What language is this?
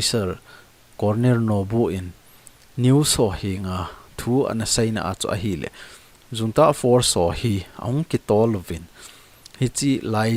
Thado Chin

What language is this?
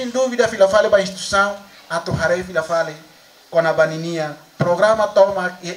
Tetum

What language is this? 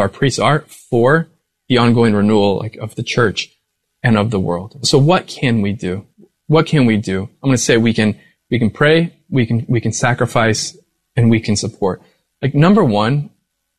English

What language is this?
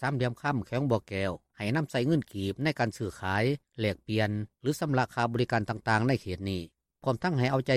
Lao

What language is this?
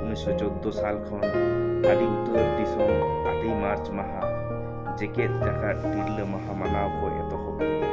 Santali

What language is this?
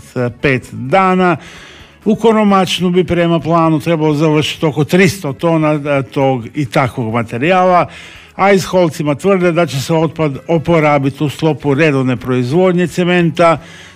Croatian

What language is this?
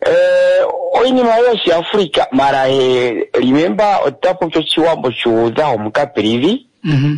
Kuanyama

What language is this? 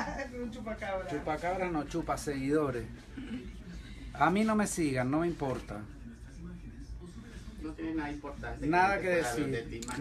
Spanish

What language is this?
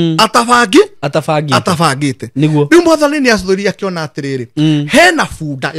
Kikuyu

